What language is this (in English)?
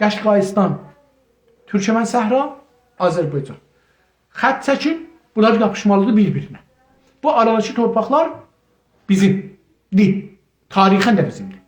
South Azerbaijani